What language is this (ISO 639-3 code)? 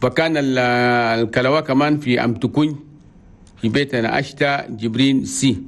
shu